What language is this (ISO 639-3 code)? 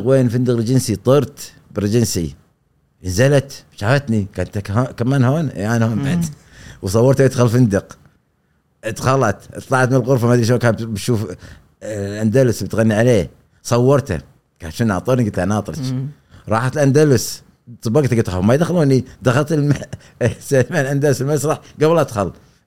afb